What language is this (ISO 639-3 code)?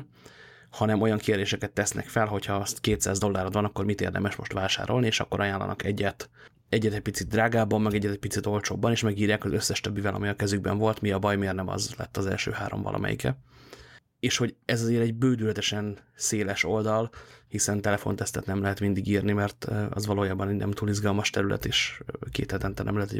hun